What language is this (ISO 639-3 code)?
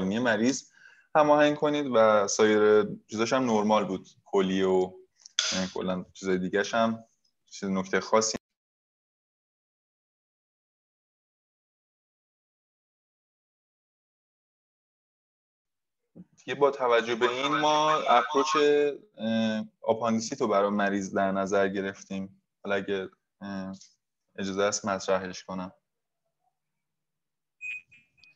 fas